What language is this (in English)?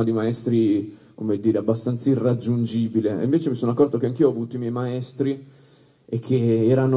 Italian